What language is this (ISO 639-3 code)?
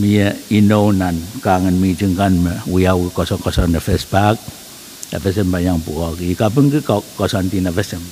pon